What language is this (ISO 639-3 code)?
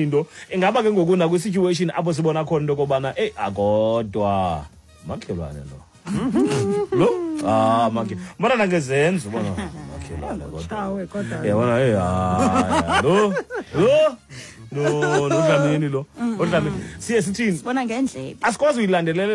xho